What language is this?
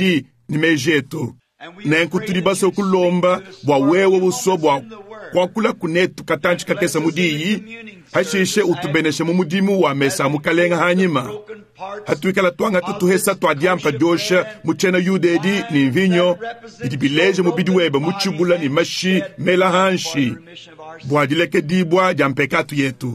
Luba-Lulua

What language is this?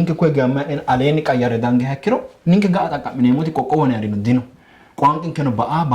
Sidamo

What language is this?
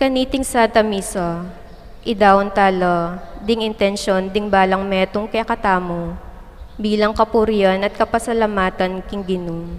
Pampanga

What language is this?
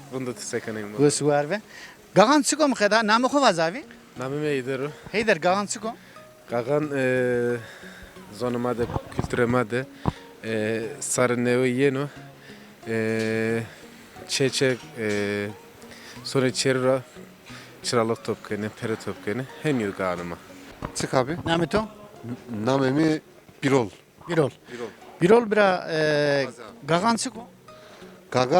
Zaza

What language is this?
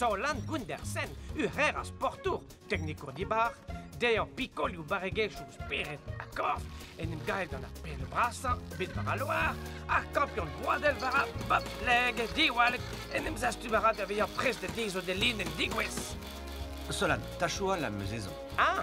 Breton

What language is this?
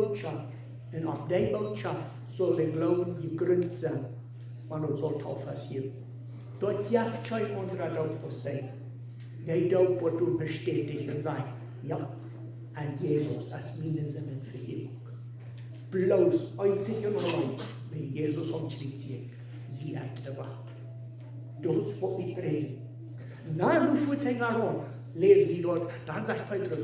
Plautdietsch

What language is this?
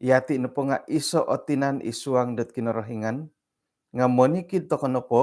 Central Dusun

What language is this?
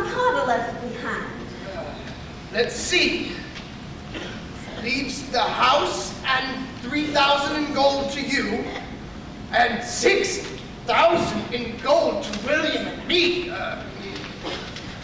English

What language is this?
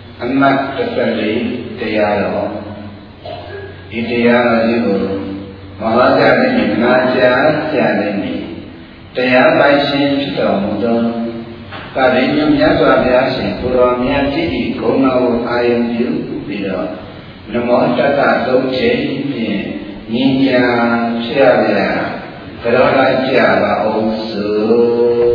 Burmese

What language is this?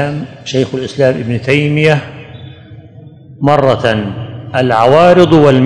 Arabic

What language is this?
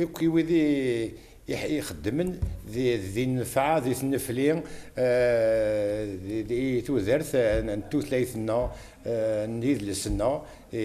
Kabyle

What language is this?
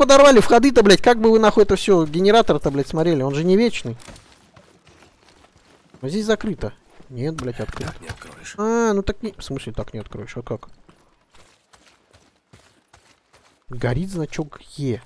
Russian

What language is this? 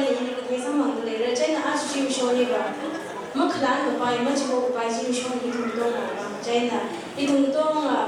Tangkhul Naga (India)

